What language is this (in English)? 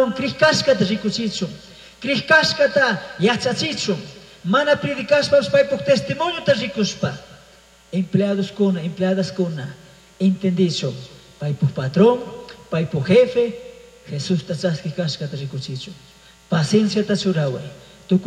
Chimborazo Highland Quichua